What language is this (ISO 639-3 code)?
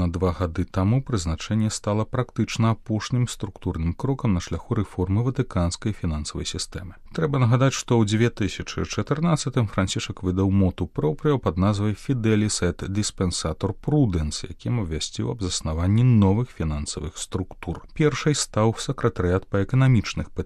bel